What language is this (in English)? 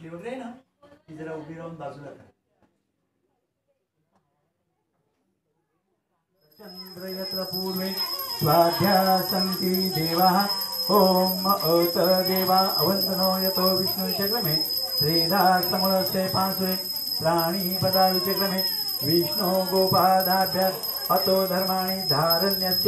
Marathi